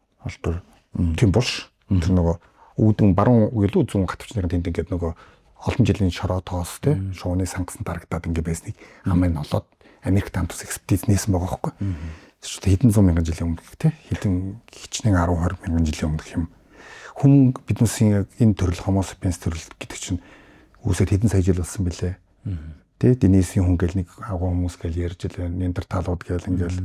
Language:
Mongolian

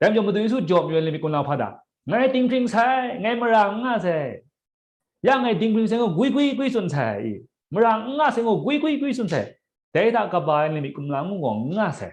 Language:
Kachin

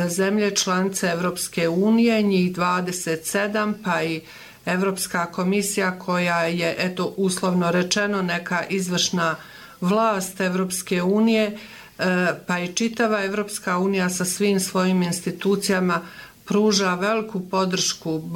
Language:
Bosnian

